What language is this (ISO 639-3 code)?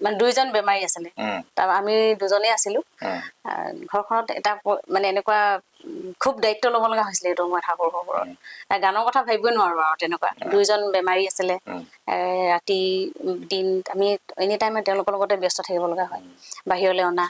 asm